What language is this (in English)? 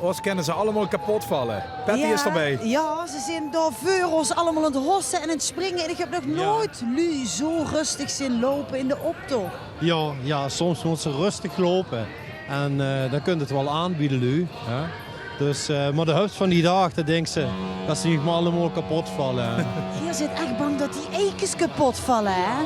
Limburgish